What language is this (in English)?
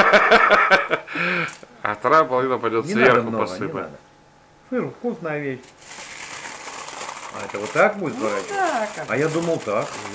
Russian